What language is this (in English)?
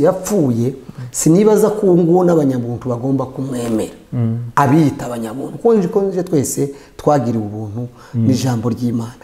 Kinyarwanda